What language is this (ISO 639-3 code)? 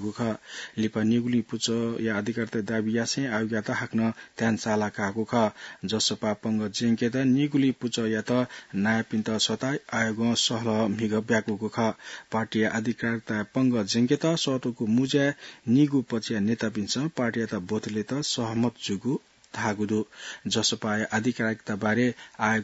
new